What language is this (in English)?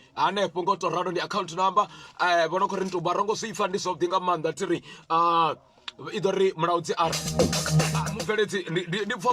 Venda